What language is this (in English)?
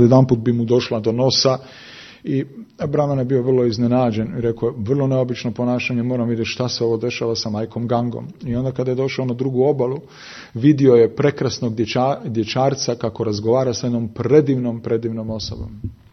Croatian